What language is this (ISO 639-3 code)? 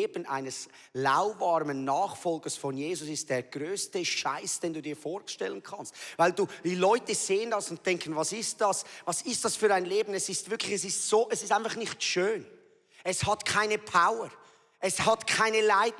gsw